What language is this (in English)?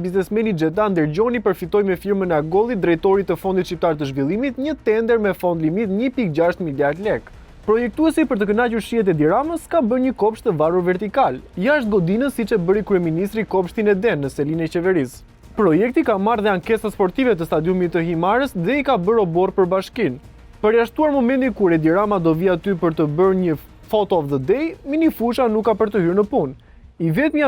Albanian